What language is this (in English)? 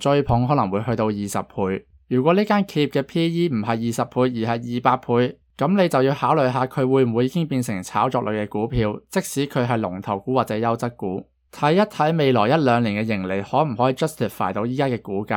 Cantonese